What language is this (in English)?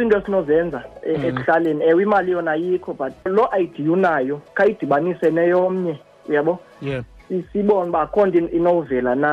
Xhosa